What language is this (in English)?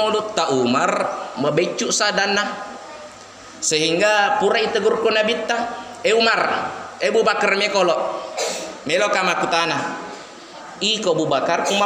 Buginese